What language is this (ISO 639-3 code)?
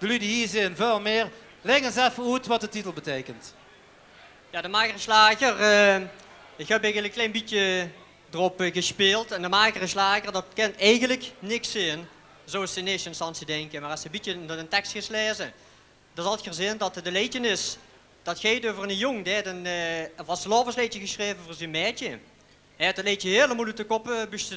lim